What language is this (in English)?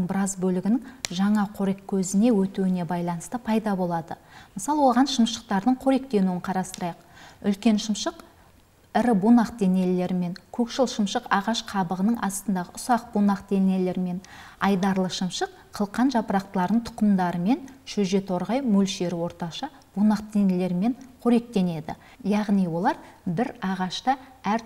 Kazakh